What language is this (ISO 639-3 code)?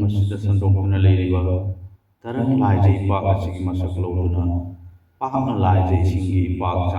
mni